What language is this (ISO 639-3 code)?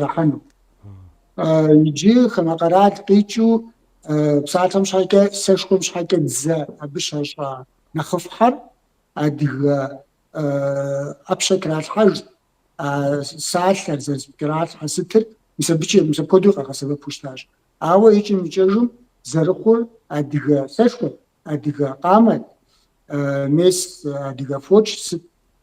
kbd